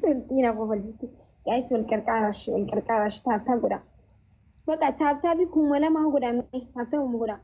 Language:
Oromo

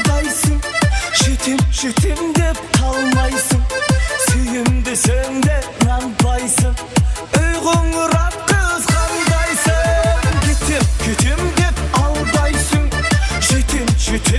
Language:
Kara-Kalpak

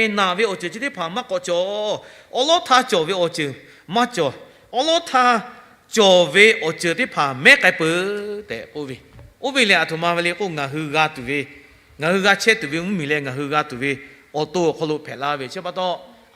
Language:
Lahu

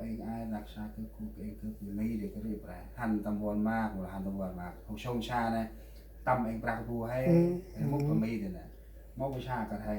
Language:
Central Mnong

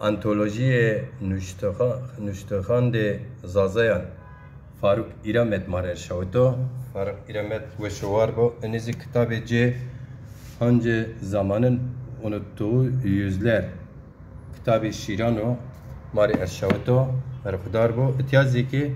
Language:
Zaza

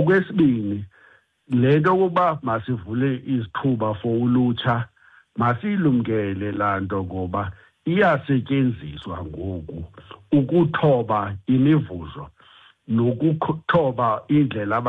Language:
Xhosa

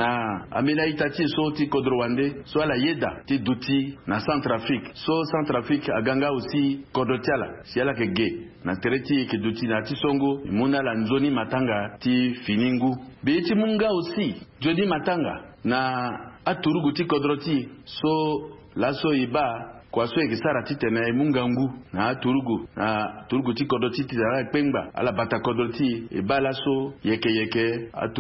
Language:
Sango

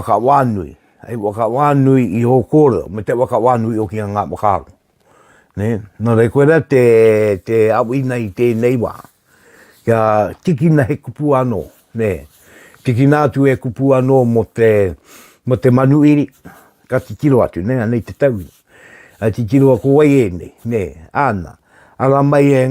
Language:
Māori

